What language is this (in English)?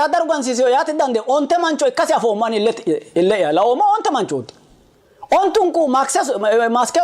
Sidamo